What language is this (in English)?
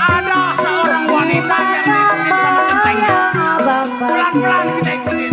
Betawi